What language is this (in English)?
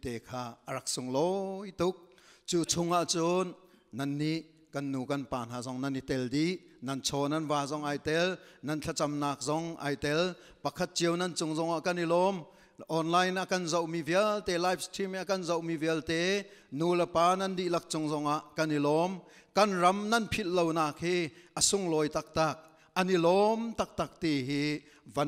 Hakha Chin